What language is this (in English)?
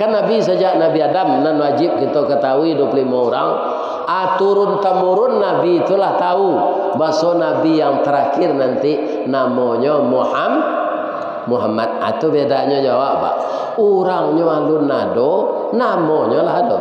Minangkabau